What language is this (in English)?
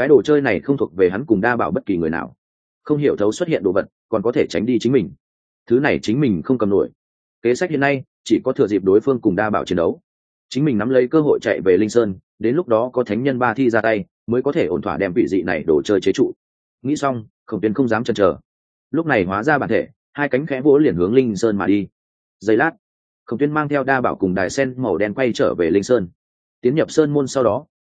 Vietnamese